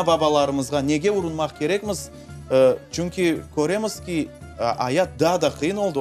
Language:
Crimean Tatar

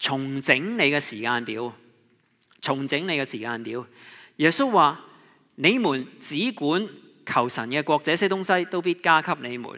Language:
Cantonese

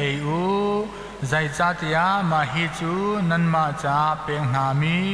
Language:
Hakha Chin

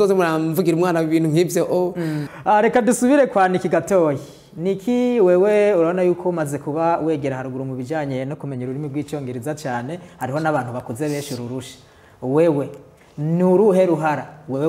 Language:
Rundi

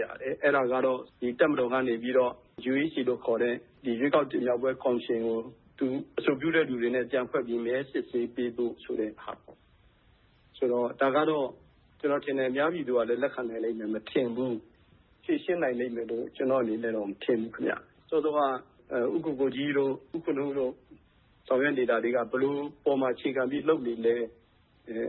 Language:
Burmese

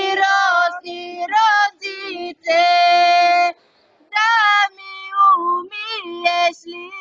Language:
Bulgarian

